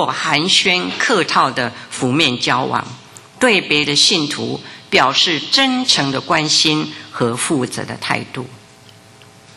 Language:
Chinese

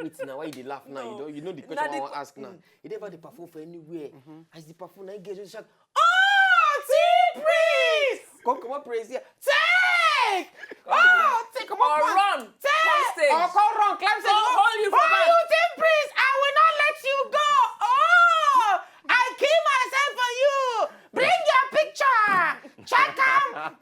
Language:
Nigerian Pidgin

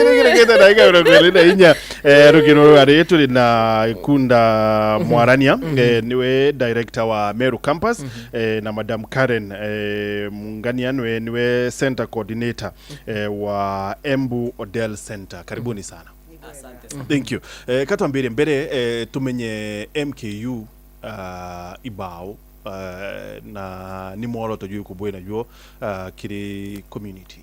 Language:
Meru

